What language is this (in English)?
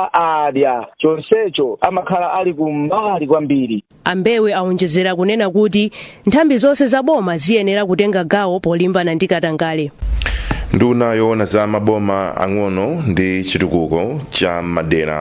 Nyanja